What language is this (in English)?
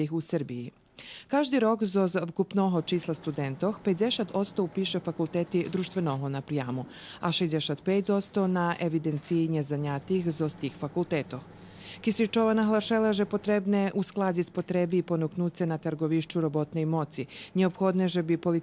Rusyn